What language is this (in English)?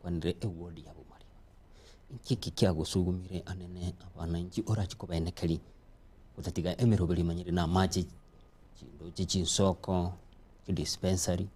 Gusii